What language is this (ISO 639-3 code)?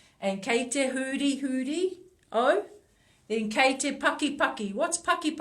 mri